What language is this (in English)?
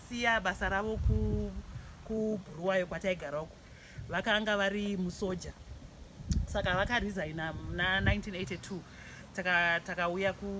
Shona